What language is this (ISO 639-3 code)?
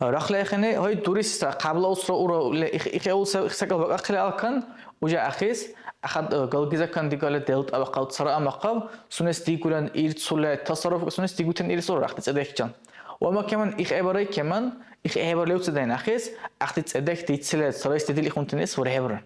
dar